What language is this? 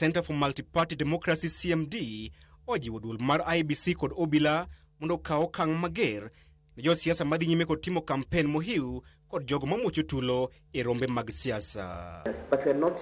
Luo (Kenya and Tanzania)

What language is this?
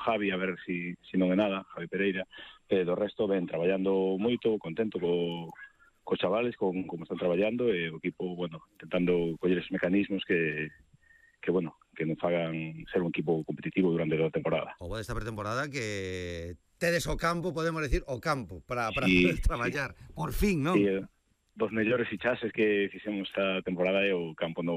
Galician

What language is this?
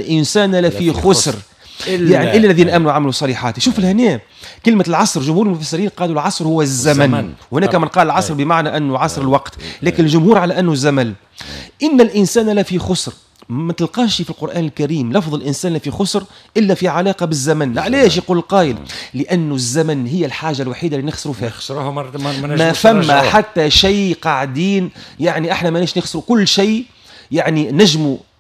Tunisian Arabic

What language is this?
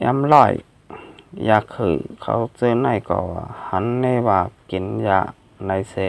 Shan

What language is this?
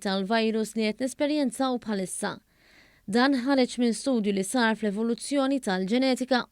Maltese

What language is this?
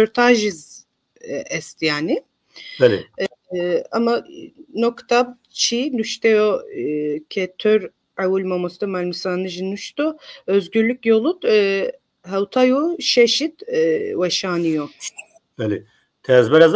Zaza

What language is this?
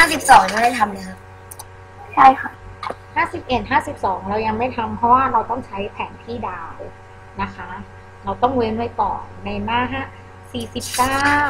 Thai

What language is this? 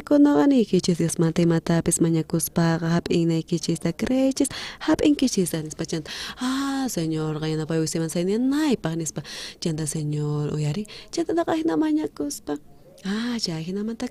South Bolivian Quechua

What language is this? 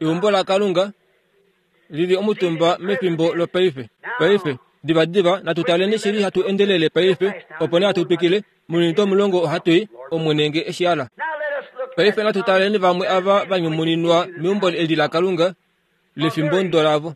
Kuanyama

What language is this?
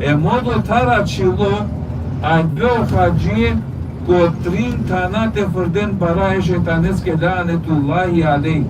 Balkan Romani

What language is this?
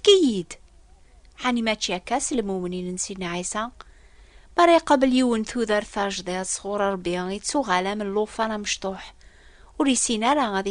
Kabyle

